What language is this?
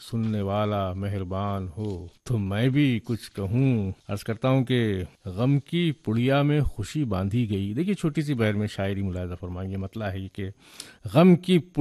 Urdu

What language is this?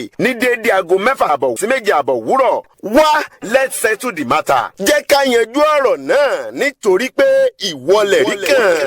Yoruba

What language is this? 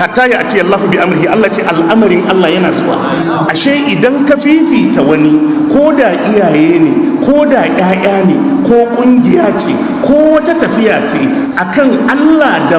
Hausa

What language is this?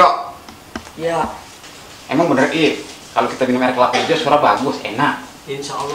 Betawi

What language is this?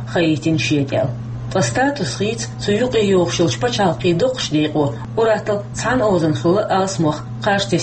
Chechen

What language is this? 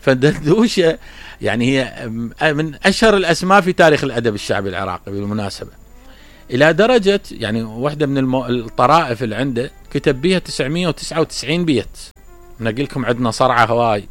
Mesopotamian Arabic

